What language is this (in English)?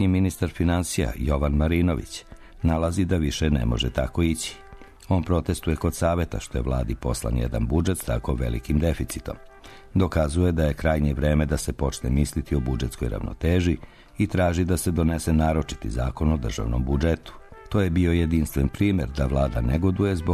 Serbian